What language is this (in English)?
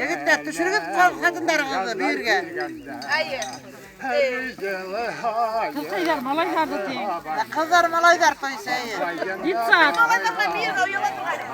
Bashkir